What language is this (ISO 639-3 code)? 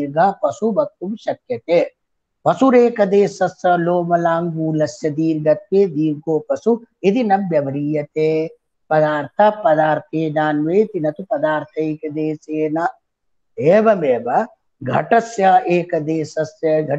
san